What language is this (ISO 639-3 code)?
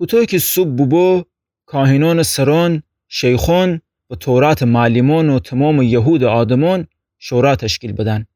glk